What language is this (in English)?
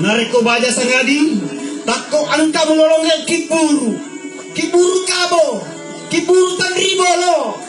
Buginese